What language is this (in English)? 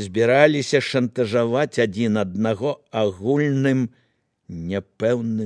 Belarusian